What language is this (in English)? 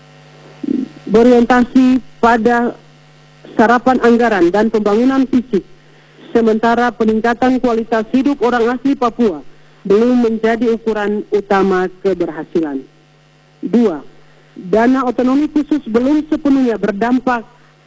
Indonesian